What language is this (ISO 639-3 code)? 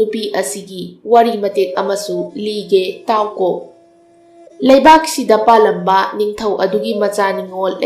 mni